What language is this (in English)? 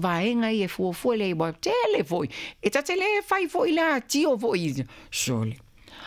Samoan